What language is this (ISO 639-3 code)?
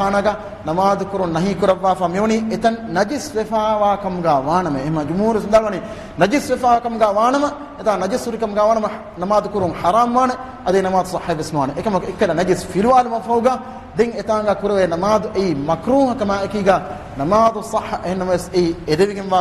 div